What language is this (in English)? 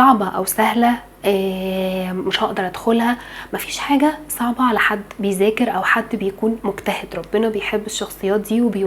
Egyptian Arabic